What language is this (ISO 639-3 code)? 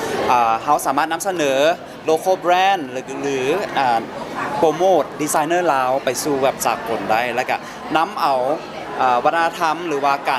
lao